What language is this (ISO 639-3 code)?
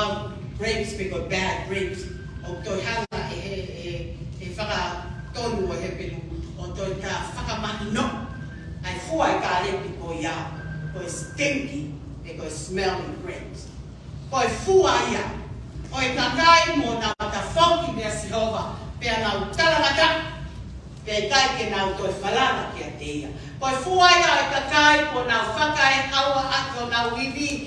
ton